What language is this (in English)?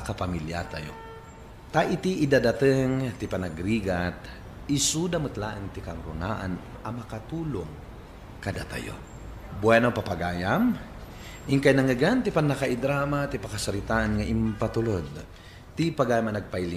Iloko